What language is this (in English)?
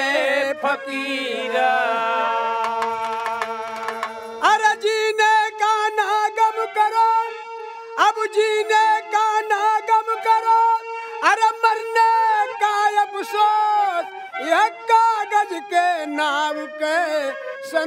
Bhojpuri